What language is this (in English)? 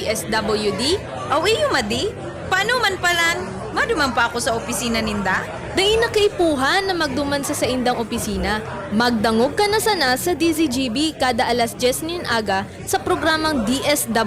Bikol